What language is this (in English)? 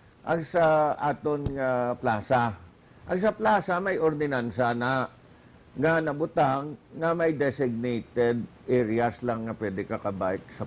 Hiligaynon